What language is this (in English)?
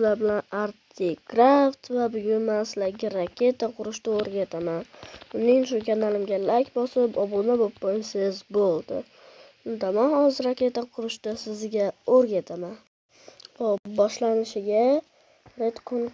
Uzbek